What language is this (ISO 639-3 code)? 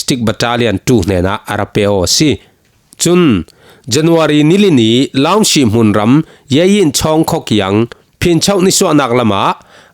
cfm